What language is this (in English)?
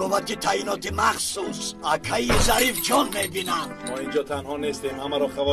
Tajik